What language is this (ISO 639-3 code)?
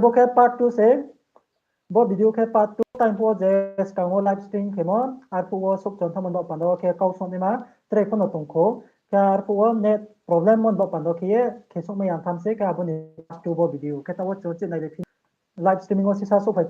ria